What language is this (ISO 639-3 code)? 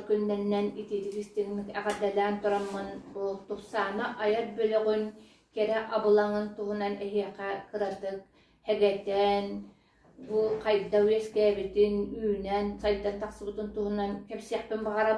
sah